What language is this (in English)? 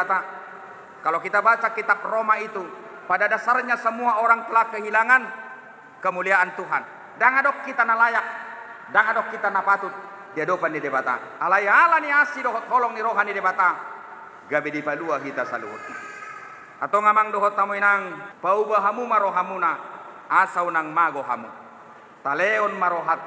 Batak Toba